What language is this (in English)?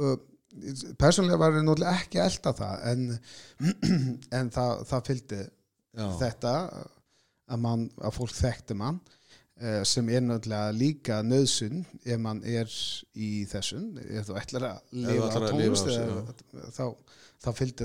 Icelandic